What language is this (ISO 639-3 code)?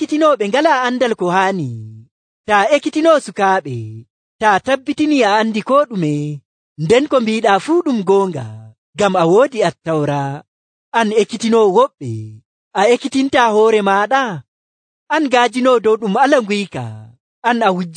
fuv